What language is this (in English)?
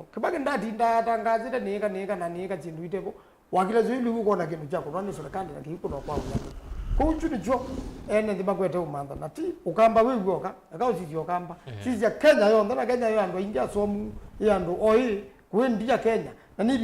Kamba